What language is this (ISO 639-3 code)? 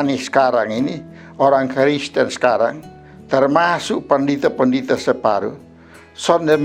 mkn